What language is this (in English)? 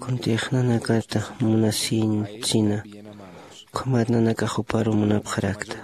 Aymara